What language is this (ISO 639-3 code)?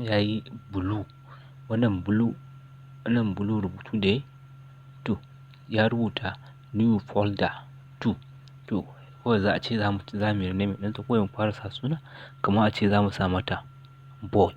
hau